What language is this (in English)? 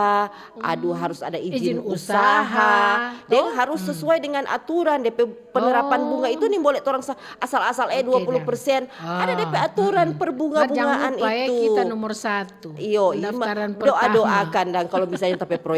Manado Malay